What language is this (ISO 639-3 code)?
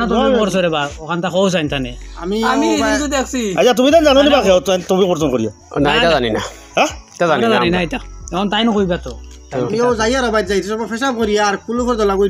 syl